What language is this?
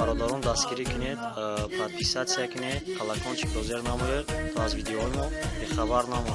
Tajik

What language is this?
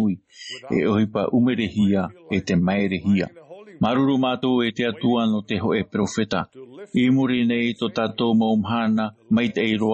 Tahitian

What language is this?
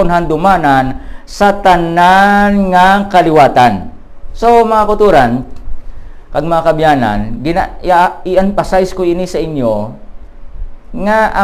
Hiligaynon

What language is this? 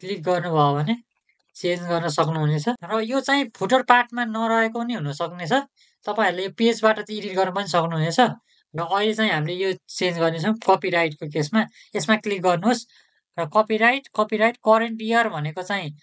Nepali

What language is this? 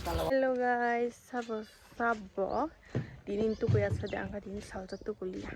Kok Borok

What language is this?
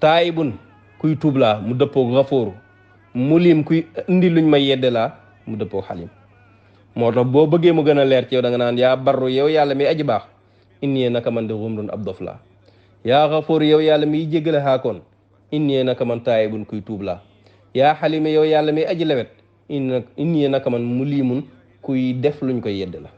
Wolof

